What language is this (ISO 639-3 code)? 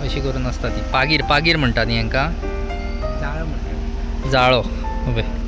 kok